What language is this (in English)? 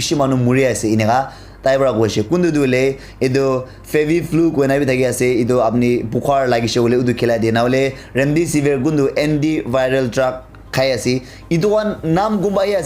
Naga Pidgin